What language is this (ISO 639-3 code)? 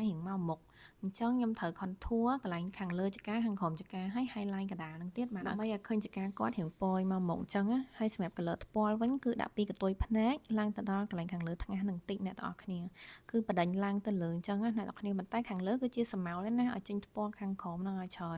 khm